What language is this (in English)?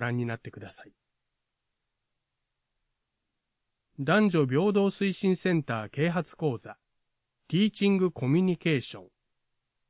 Japanese